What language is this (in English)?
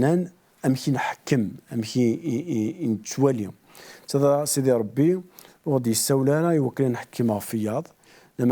Kabyle